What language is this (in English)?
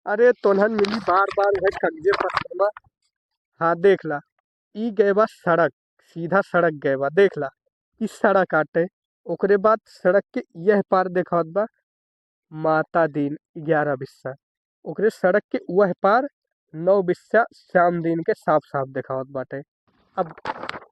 Awadhi